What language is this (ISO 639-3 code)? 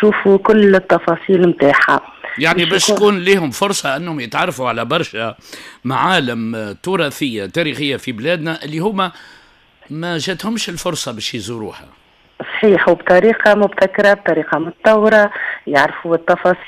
aeb